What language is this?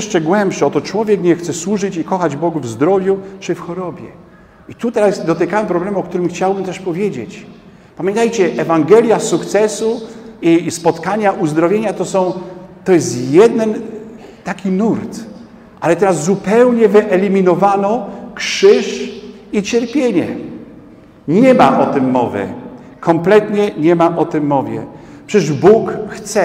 Polish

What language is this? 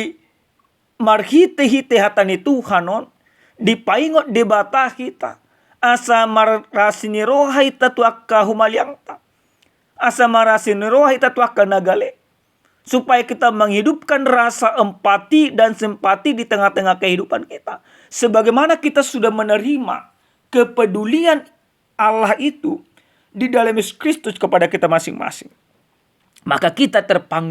Batak Toba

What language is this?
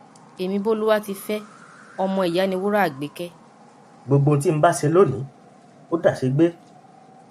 Yoruba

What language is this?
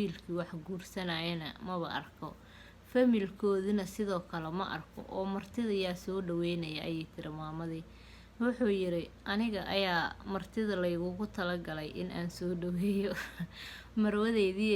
Somali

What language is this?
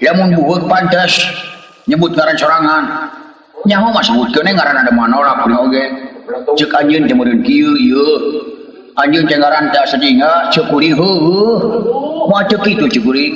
Sundanese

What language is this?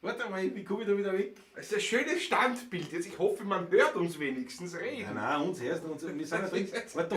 Bavarian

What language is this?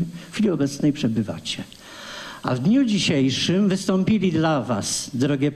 Polish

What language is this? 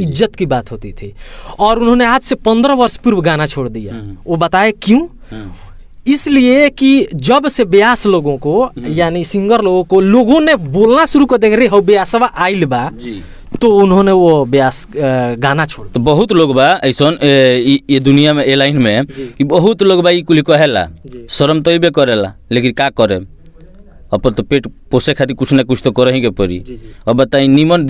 Bhojpuri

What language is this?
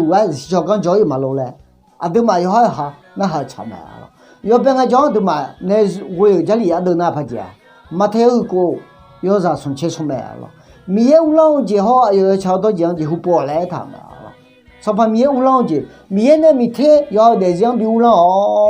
Akha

